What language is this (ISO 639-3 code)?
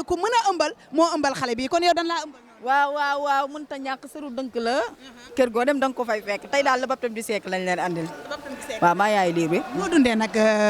wol